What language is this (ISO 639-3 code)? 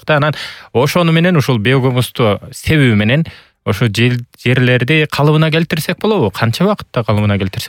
kir